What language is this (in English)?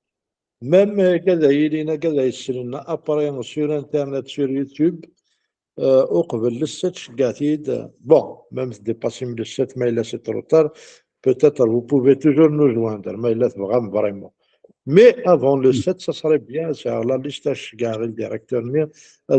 Kabyle